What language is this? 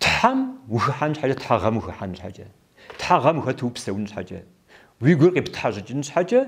Kabardian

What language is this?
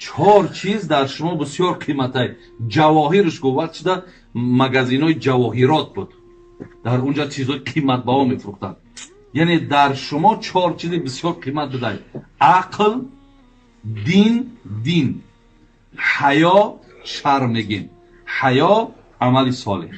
Tajik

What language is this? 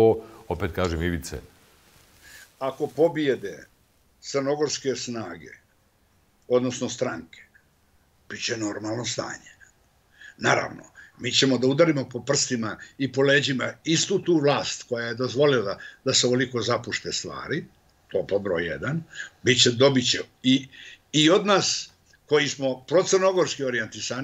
Bosnian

